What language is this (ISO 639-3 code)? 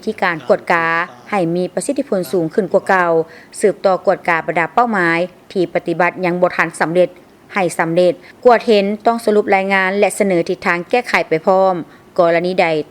lao